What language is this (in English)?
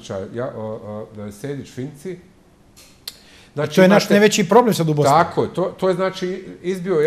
Bosnian